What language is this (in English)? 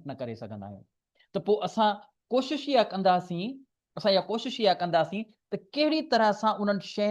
Sindhi